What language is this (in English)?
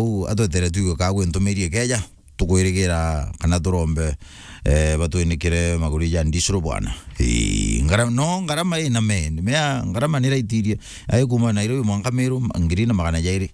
Meru